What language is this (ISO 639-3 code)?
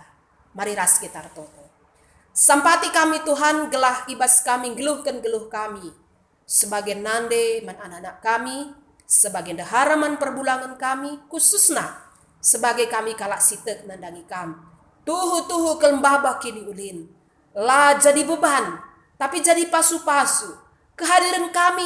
btx